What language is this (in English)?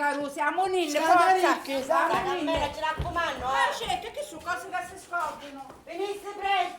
Sicilian